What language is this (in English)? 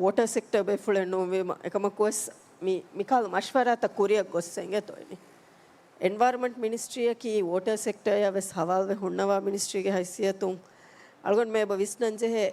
Divehi